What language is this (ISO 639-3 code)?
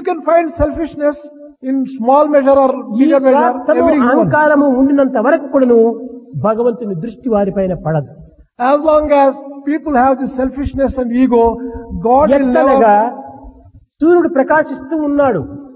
tel